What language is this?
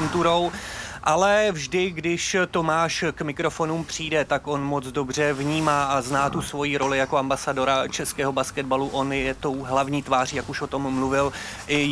Czech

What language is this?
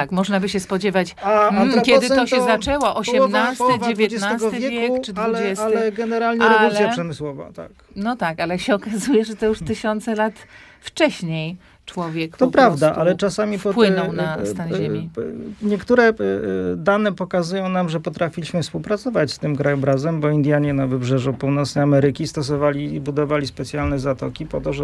Polish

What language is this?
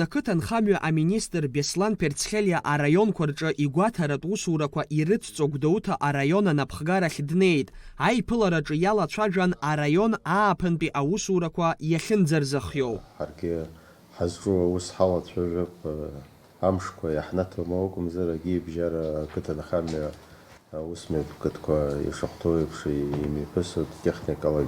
Abkhazian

